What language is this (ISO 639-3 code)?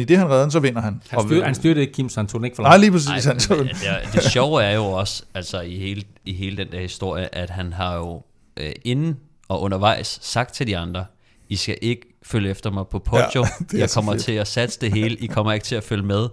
dan